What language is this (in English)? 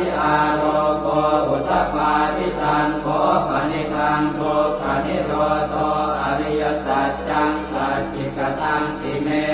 Pali